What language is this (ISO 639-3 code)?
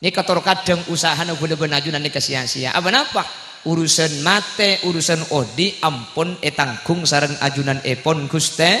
mad